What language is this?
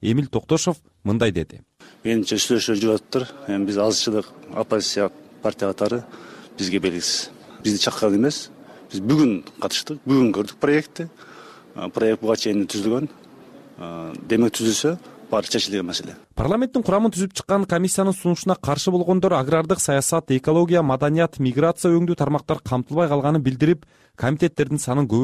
Kyrgyz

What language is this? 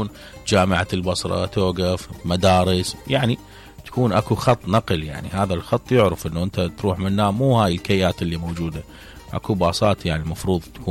Mesopotamian Arabic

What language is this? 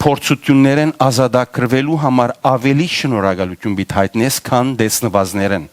Western Armenian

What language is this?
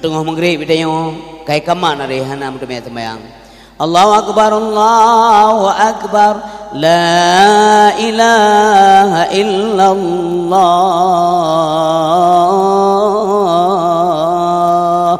Achinese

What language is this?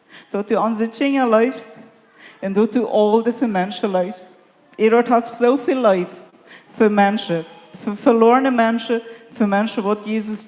Plautdietsch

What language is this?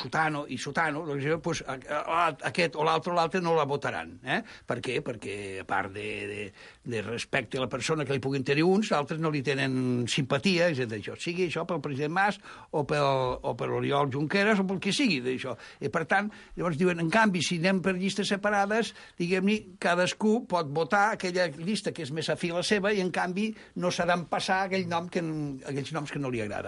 Catalan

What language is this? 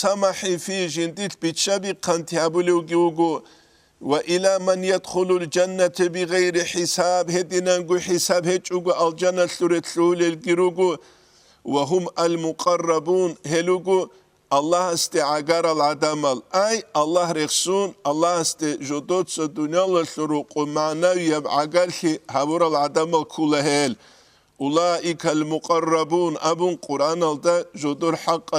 Avaric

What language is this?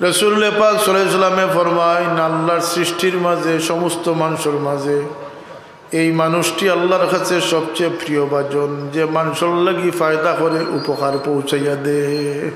Sylheti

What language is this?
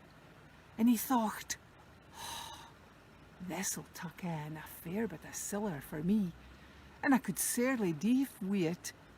Scots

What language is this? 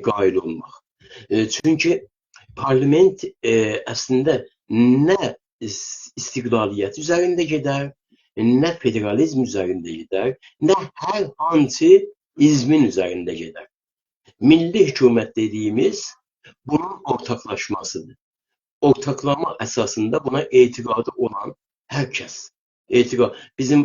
South Azerbaijani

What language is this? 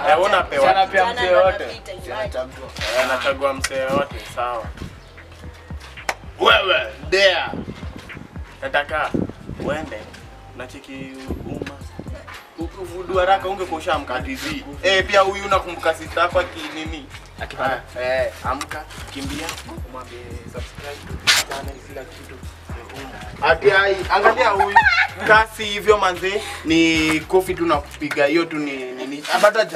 Swahili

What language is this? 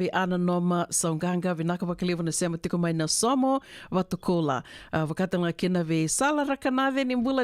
Fijian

